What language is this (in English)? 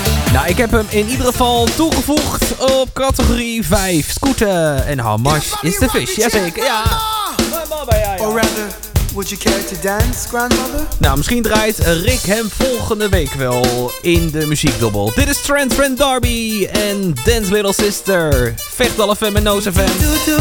Dutch